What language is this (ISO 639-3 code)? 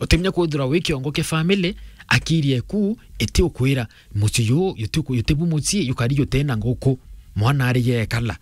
mer